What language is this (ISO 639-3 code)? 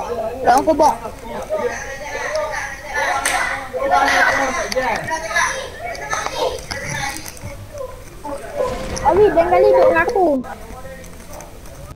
msa